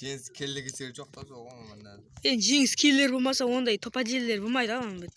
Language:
Kara-Kalpak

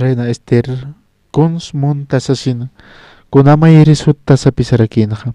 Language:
Aymara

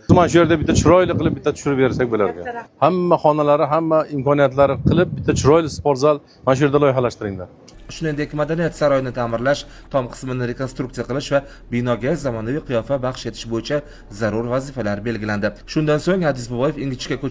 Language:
Uzbek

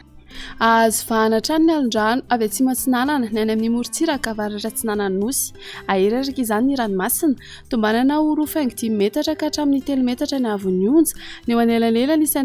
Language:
Malagasy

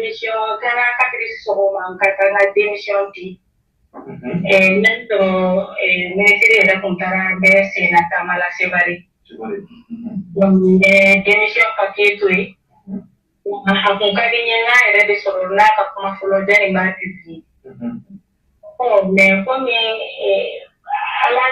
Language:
Bambara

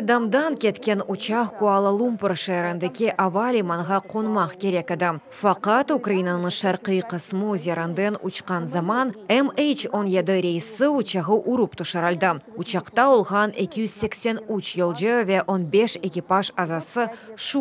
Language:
Crimean Tatar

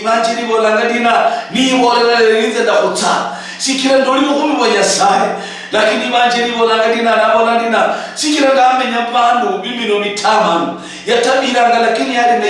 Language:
Luyia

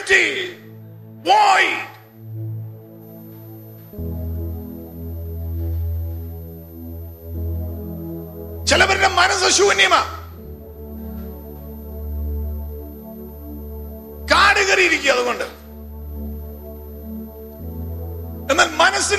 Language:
Malayalam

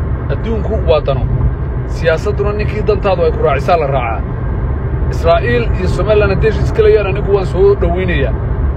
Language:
Somali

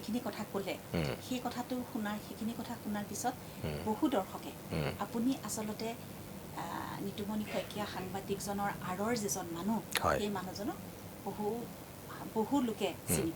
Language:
Assamese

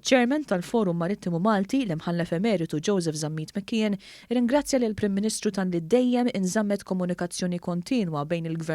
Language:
Maltese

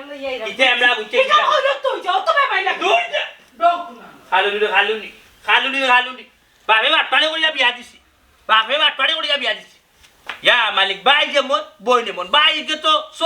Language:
Sylheti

